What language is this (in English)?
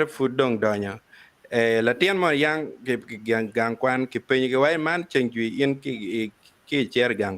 Acoli